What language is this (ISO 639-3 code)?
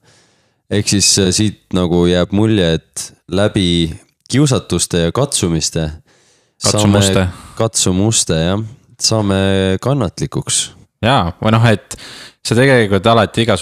est